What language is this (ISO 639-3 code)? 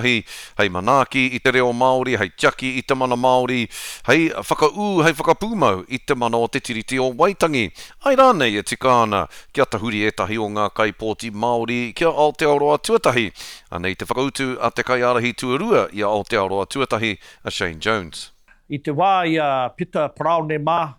mri